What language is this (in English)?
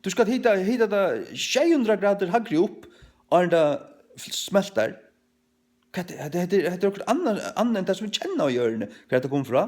Faroese